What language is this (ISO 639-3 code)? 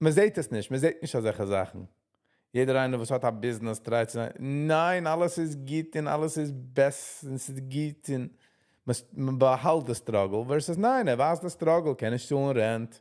yid